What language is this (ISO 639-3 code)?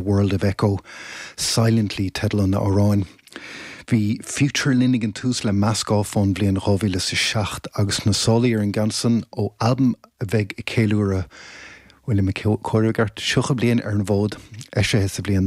gle